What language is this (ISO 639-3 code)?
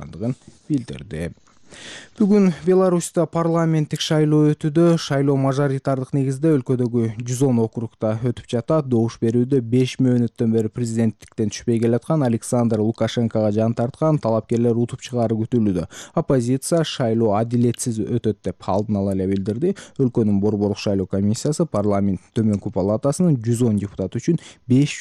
kir